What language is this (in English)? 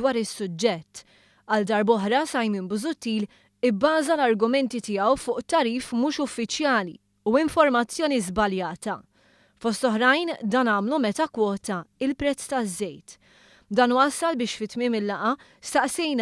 Maltese